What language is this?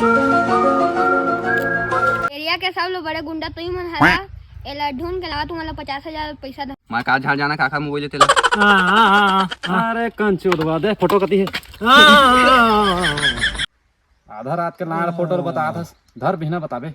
Chhattisgarhi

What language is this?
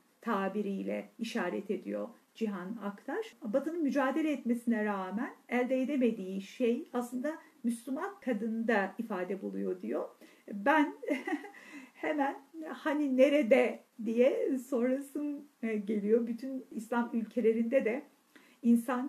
Turkish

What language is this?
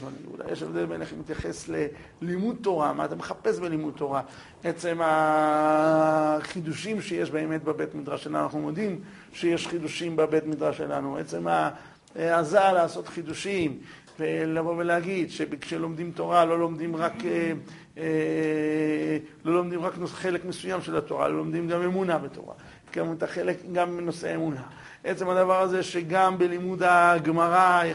Hebrew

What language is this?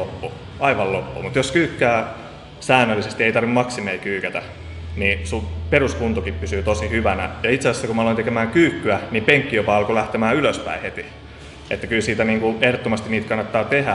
Finnish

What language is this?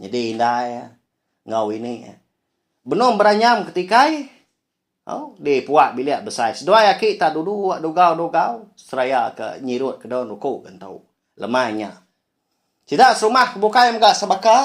Iban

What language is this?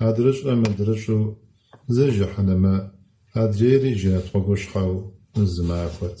Kabardian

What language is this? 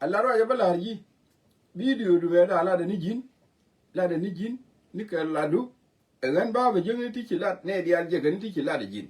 Nuer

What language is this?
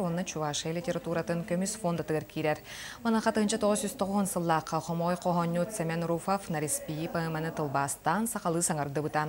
Yakut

